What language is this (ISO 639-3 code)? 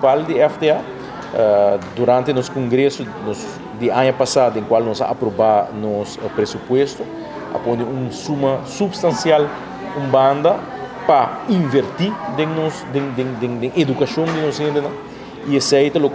pap